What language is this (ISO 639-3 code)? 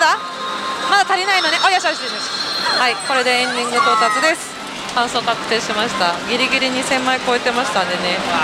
jpn